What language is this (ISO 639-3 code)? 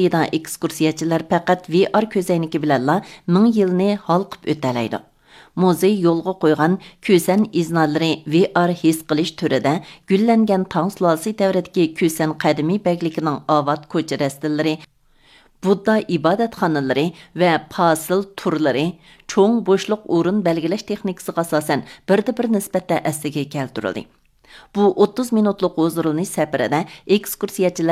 uig